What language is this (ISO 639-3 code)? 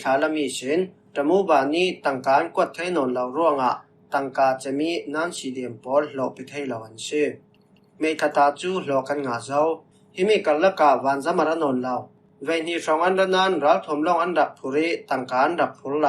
cfm